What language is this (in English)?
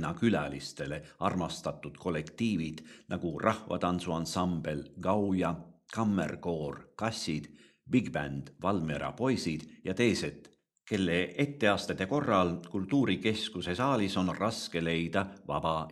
Estonian